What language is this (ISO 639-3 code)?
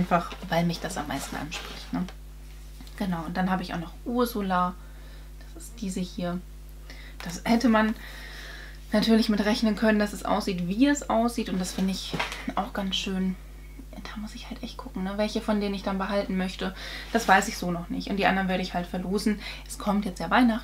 deu